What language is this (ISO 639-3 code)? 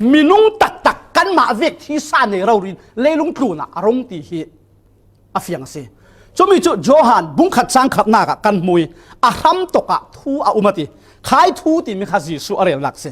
cfm